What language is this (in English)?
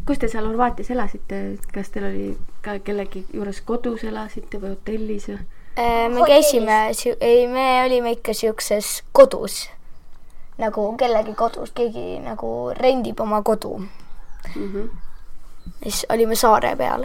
Estonian